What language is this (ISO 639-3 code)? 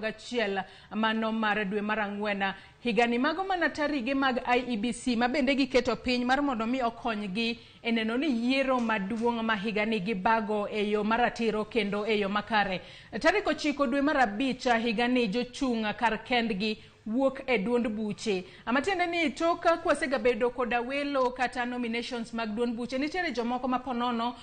luo